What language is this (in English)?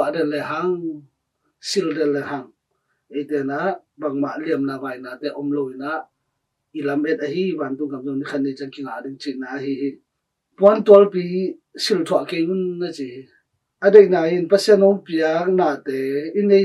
Tedim Chin